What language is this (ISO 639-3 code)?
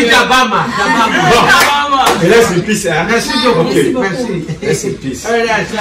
fra